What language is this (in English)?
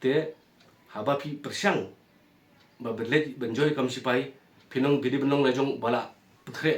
Khasi